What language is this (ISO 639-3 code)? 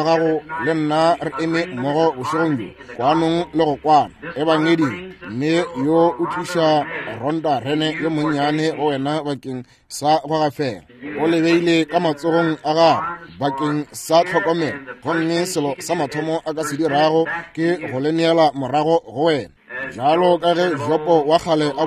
nso